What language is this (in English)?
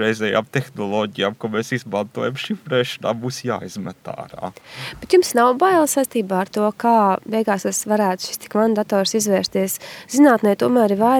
Latvian